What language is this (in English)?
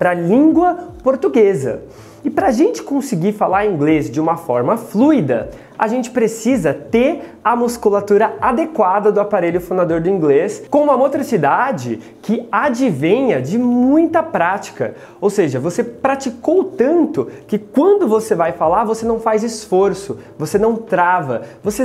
Portuguese